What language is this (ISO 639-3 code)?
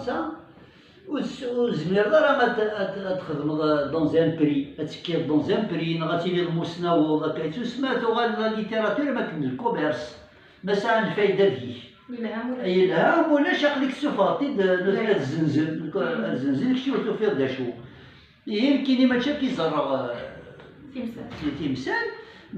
kab